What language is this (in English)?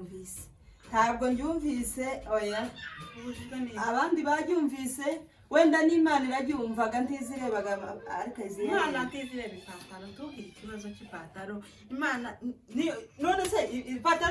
Kinyarwanda